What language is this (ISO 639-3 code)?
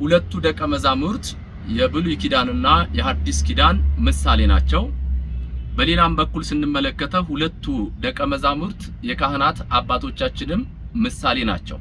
amh